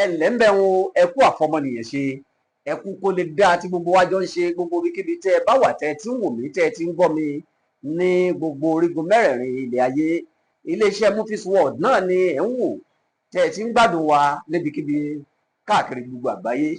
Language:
Yoruba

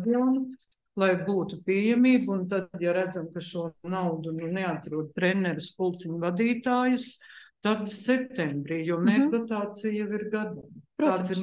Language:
Latvian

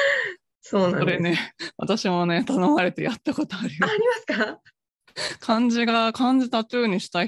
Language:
Japanese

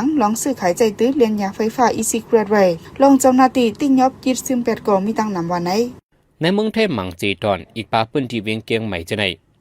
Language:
Shan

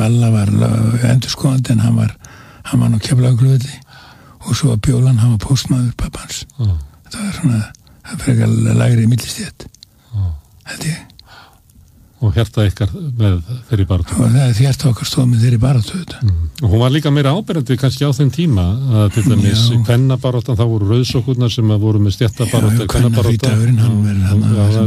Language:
Icelandic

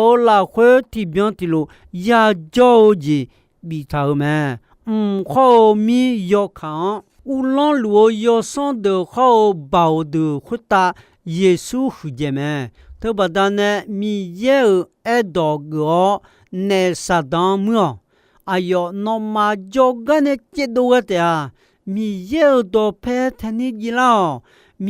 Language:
Akha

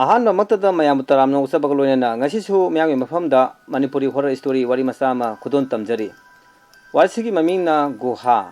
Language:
Manipuri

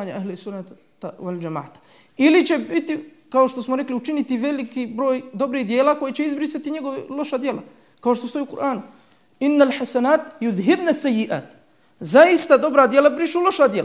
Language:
Bosnian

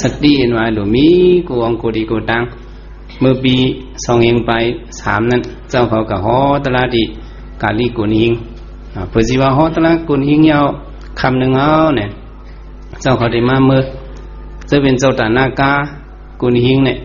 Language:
Shan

